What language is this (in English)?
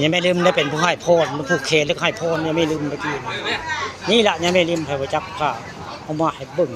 Northeastern Thai